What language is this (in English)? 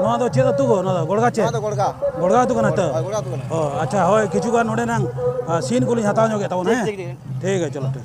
Santali